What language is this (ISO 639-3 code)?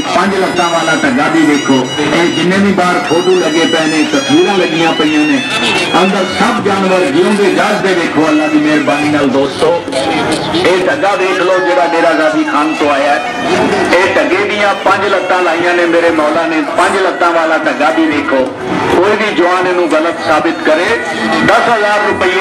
skr